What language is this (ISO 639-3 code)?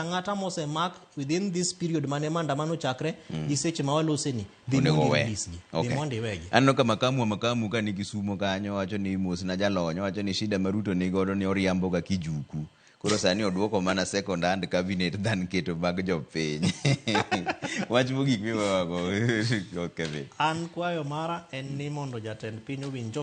luo